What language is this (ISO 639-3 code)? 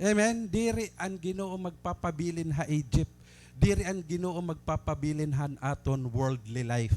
war